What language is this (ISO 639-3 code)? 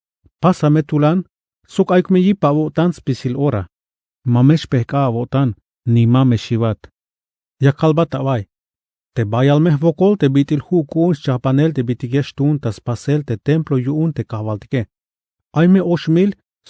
tzh